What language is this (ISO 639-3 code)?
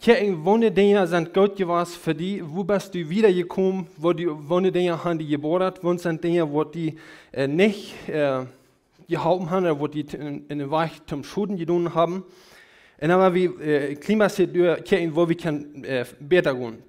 pdt